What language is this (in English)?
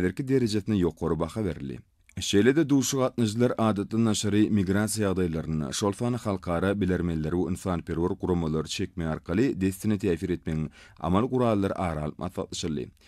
Turkmen